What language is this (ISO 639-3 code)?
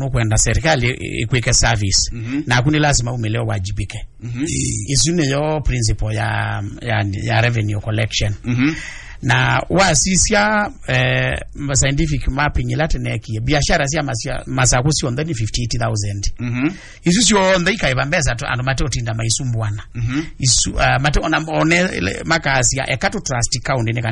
kam